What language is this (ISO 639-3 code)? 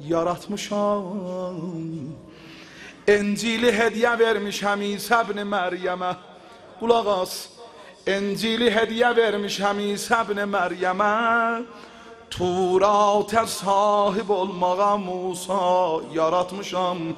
azb